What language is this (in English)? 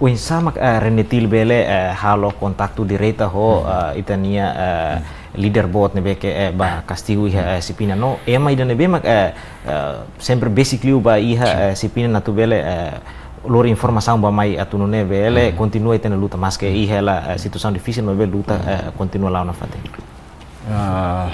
Tetum